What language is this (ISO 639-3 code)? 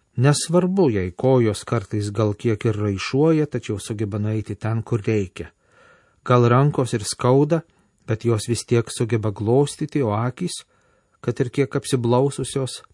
lit